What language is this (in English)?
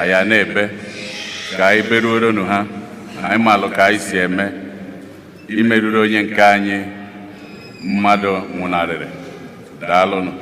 Igbo